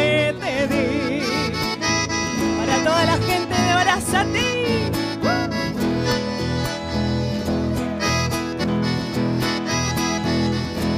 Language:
Spanish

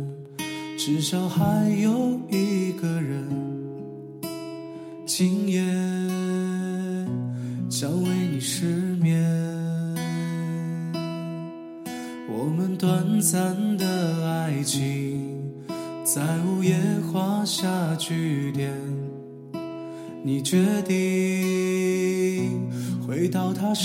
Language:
Chinese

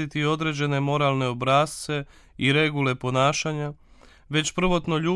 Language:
Croatian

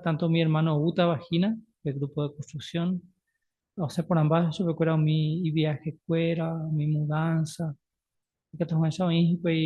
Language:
Guarani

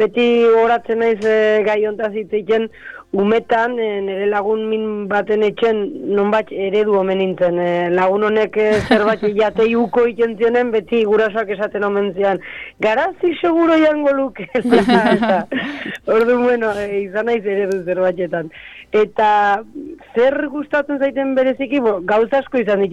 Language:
Basque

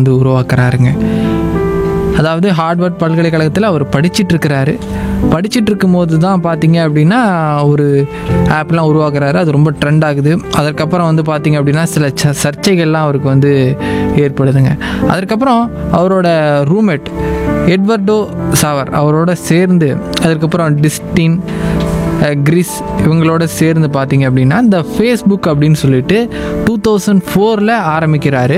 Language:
Tamil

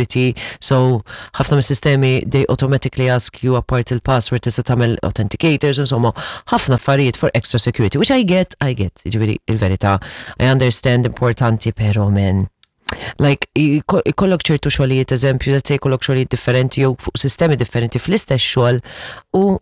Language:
Maltese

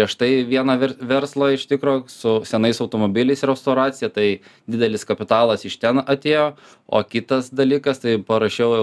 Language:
Lithuanian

